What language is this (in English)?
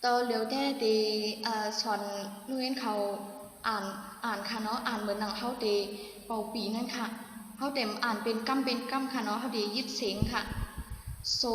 Shan